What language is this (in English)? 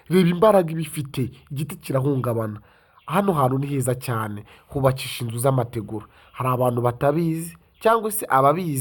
Kinyarwanda